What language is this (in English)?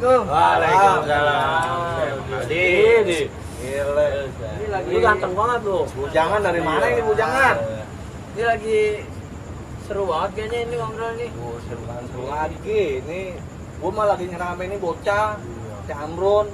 Betawi